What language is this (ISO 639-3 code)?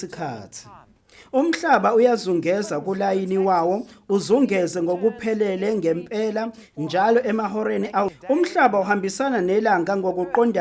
zul